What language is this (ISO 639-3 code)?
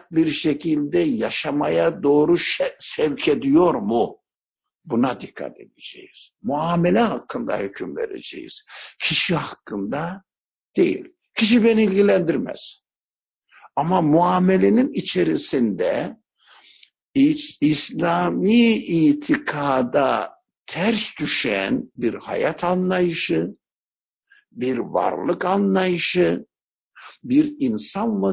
tur